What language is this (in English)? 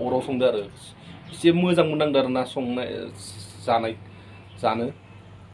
Bodo